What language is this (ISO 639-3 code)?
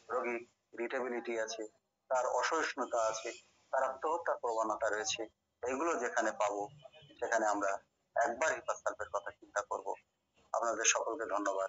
ben